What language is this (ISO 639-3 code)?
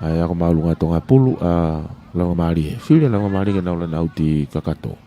ton